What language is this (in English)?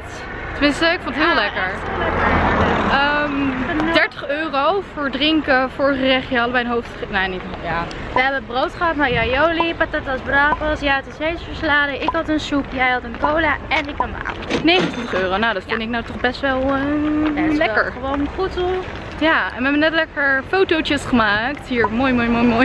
Dutch